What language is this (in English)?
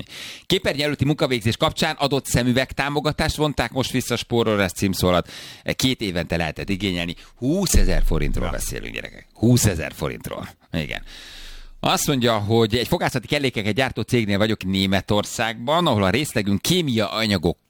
Hungarian